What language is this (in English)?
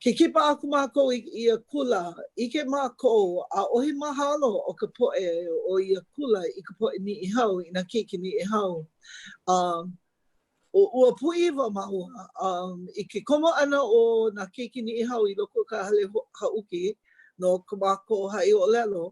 Hawaiian